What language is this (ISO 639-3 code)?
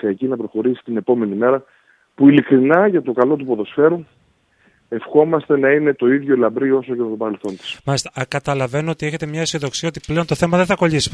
ell